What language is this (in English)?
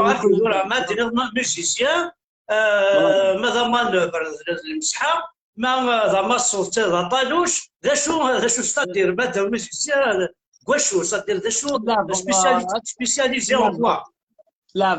Kabyle